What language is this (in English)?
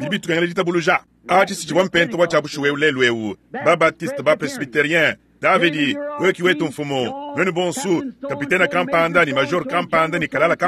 Luba-Lulua